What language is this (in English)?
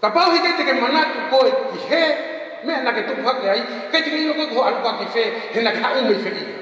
Tongan